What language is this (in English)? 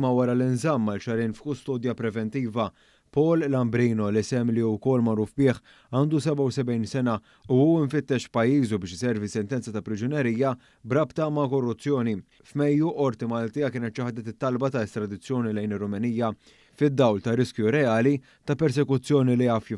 Maltese